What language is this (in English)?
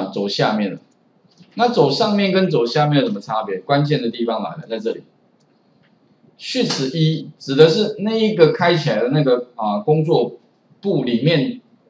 Chinese